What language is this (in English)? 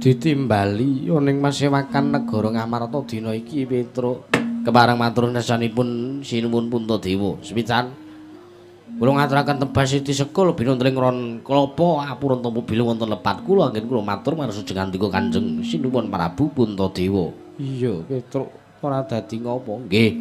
Javanese